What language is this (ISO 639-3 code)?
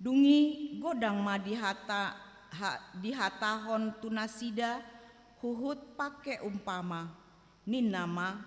bbc